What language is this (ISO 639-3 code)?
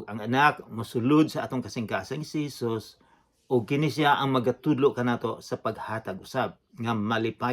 ceb